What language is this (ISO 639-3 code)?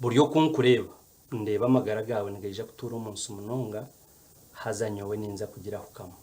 nyn